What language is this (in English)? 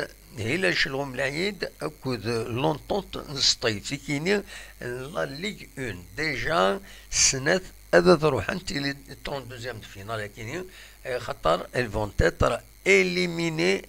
Kabyle